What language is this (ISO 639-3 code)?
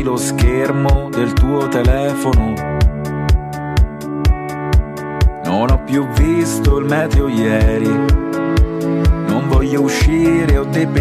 ita